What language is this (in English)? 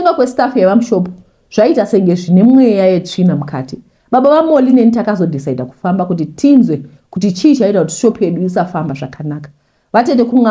Shona